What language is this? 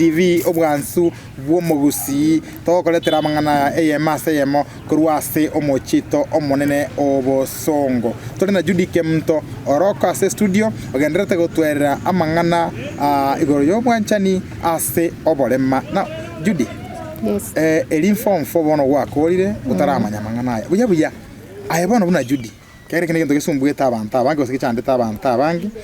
Gusii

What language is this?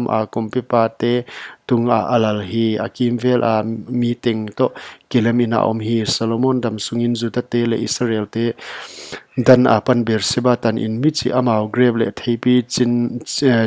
Paite Chin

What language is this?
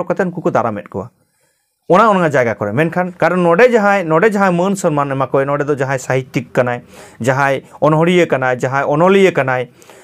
Santali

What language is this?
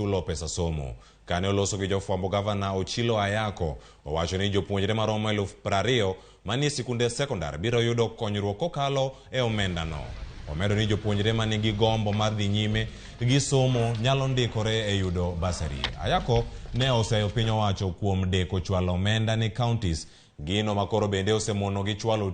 Luo (Kenya and Tanzania)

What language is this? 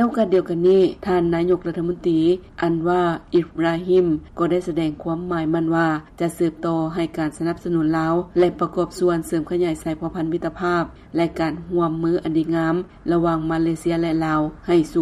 Lao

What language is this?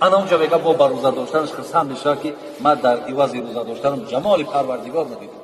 Tajik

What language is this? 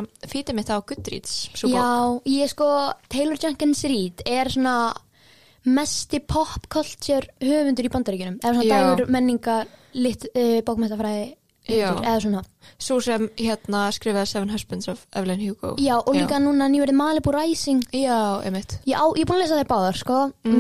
Icelandic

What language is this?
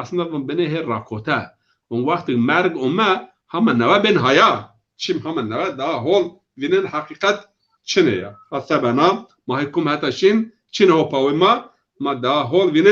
Zaza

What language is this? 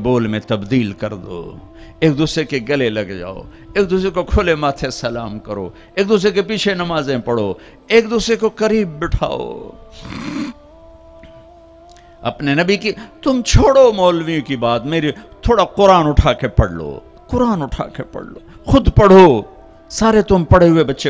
Urdu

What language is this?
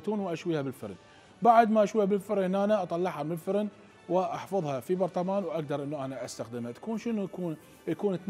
Mesopotamian Arabic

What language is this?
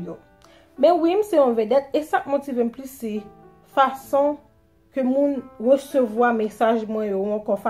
Haitian Creole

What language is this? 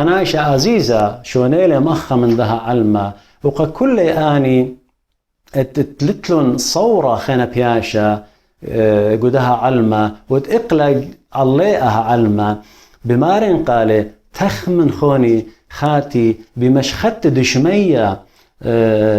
Assyrian Neo-Aramaic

